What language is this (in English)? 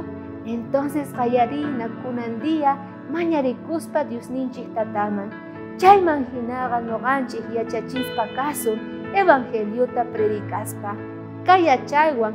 South Bolivian Quechua